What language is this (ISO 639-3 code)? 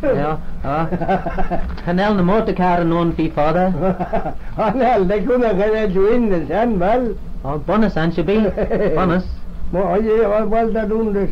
glv